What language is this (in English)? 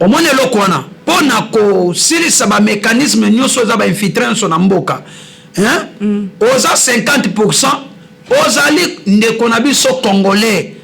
Lingala